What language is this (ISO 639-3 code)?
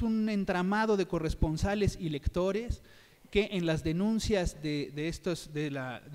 spa